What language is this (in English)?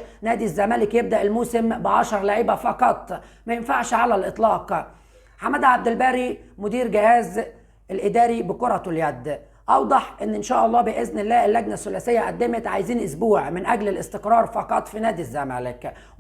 Egyptian Arabic